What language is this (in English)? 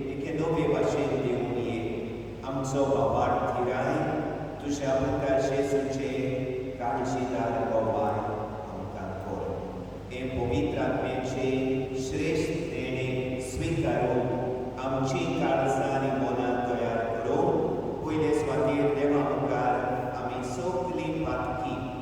Konkani